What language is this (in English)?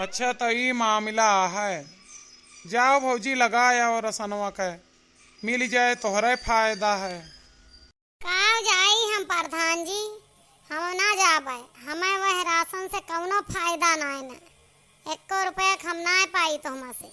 Awadhi